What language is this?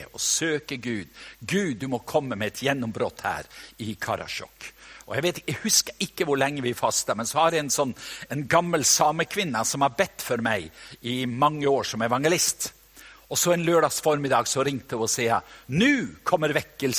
Norwegian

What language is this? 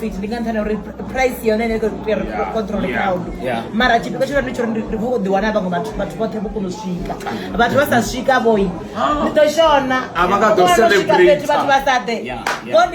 Venda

